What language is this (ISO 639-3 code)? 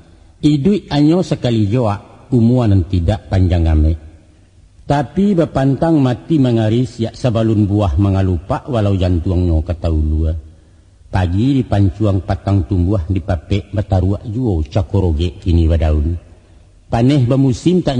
min